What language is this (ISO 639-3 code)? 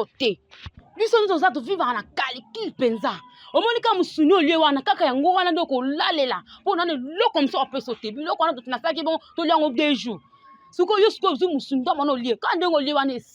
lin